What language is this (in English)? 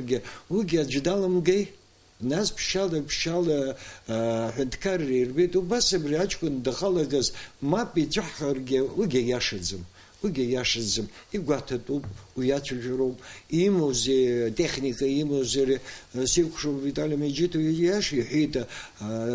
Abkhazian